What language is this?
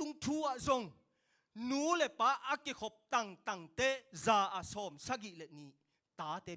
Tedim Chin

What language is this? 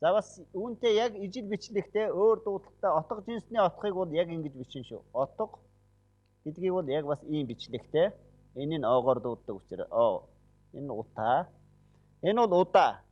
Mongolian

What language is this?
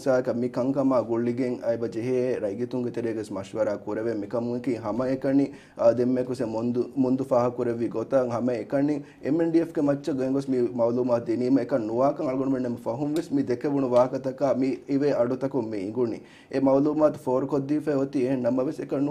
Divehi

